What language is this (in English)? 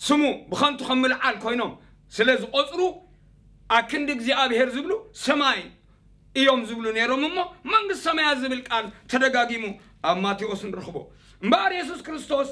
Tigrinya